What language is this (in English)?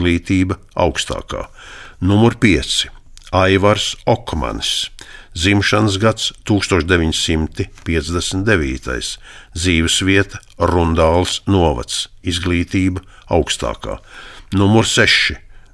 Latvian